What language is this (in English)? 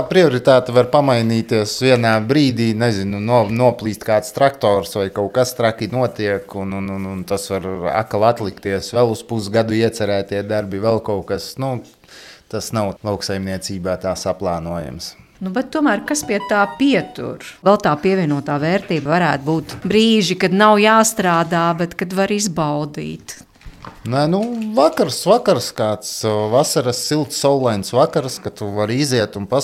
Latvian